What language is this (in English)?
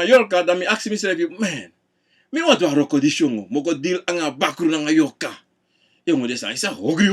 Sranan Tongo